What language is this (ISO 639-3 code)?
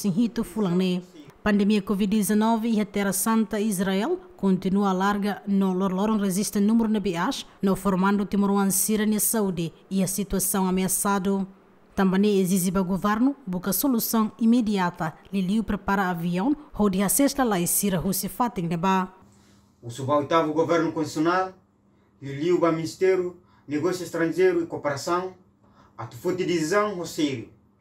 tet